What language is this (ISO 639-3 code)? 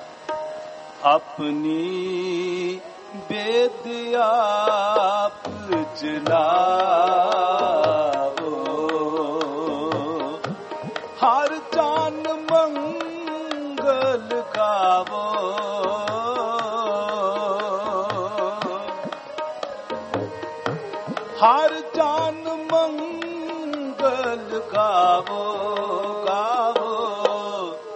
pan